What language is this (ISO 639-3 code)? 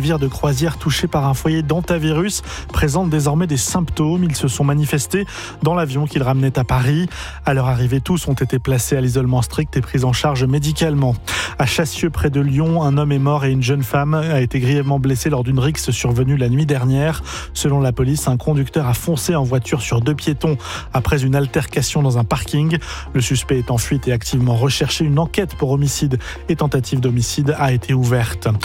fra